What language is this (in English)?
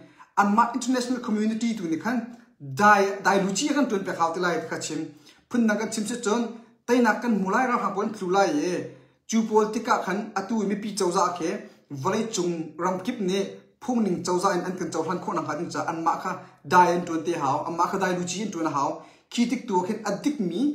Hakha Chin